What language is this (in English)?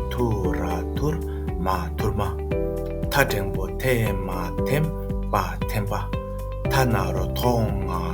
Tibetan